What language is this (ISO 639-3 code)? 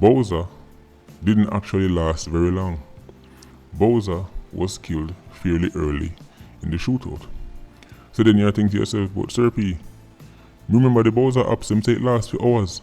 jam